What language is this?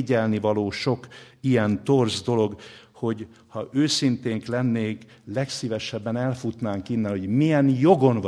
Hungarian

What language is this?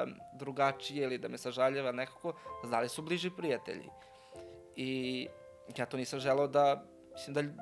Serbian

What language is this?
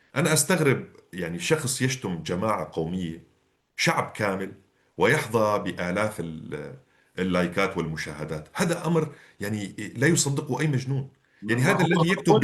North Levantine Arabic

